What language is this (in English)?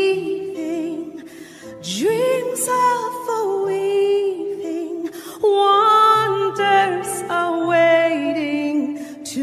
English